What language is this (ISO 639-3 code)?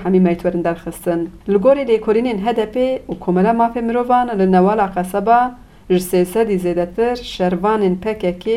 kur